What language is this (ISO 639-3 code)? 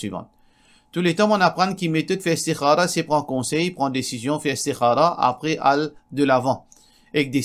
mfe